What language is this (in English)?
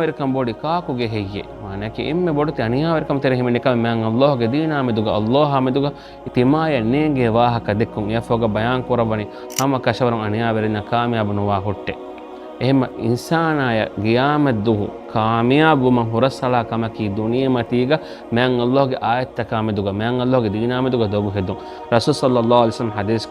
Divehi